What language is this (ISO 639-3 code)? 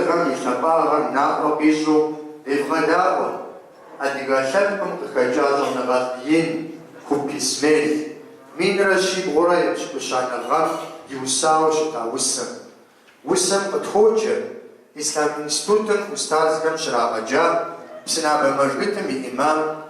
kbd